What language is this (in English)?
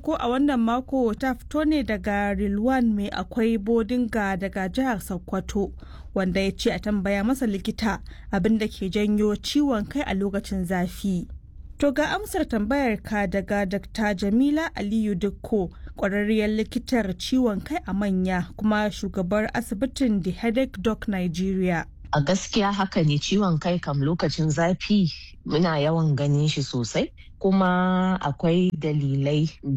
Hausa